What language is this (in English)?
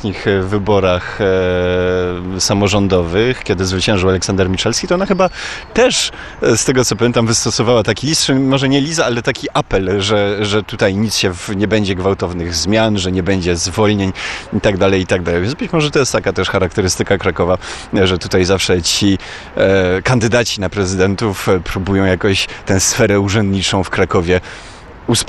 Polish